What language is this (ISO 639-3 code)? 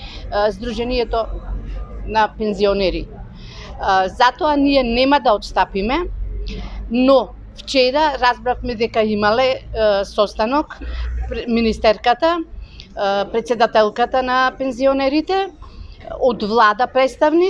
mkd